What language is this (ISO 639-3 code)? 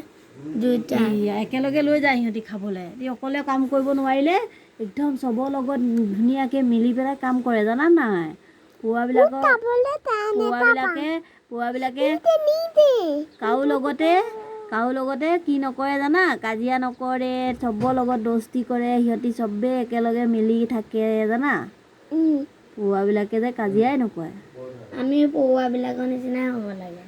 asm